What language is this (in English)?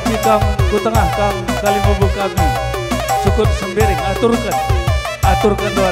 Batak Karo